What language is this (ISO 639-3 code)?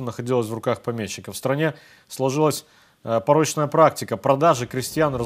rus